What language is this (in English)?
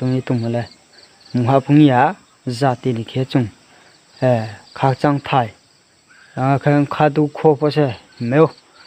Riang (India)